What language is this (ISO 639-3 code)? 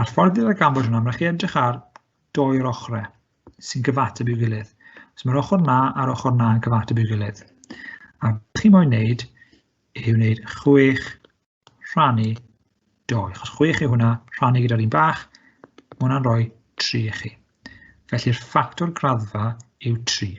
cym